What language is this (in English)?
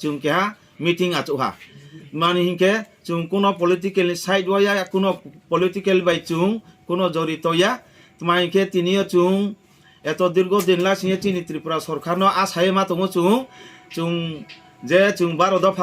Riang (India)